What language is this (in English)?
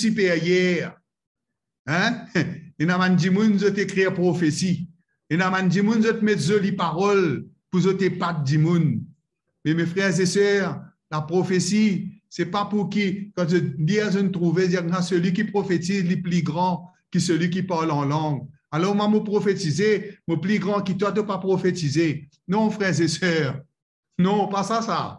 Morisyen